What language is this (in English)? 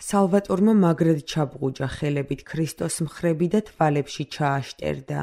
Georgian